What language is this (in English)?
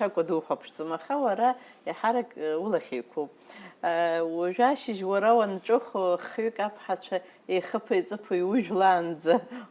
Abkhazian